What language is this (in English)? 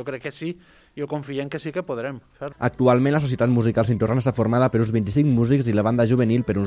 Catalan